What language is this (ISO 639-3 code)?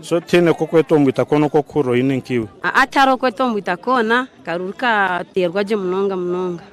nyn